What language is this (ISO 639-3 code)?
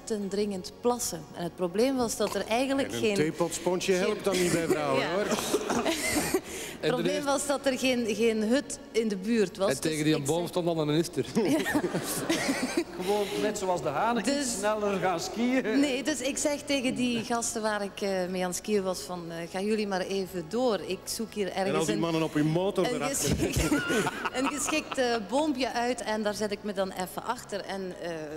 nld